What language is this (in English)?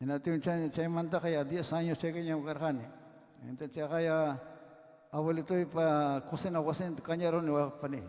Ayacucho Quechua